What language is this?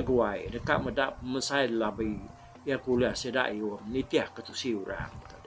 Iban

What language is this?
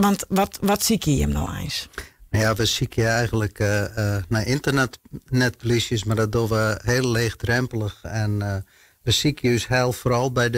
Western Frisian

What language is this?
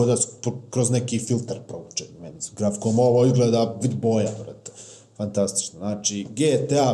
Bosnian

